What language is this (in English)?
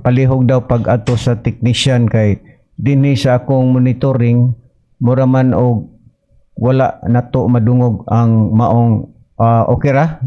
Cebuano